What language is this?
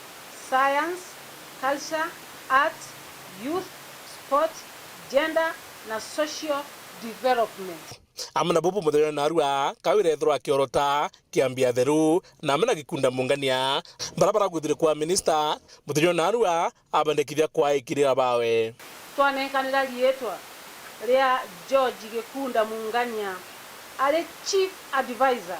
Meru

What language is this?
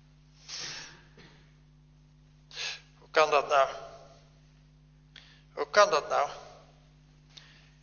Dutch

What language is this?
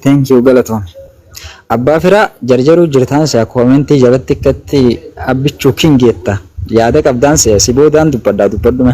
Oromo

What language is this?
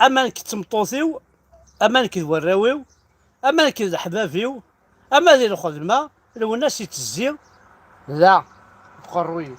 Kabyle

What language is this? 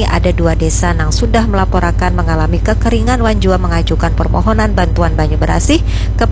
Banjar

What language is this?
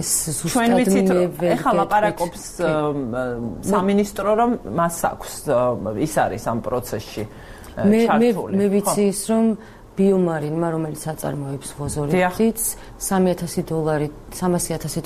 Georgian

